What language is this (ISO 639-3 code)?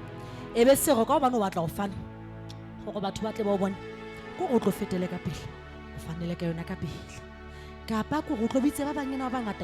sot